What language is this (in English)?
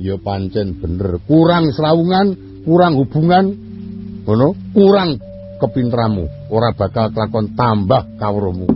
Javanese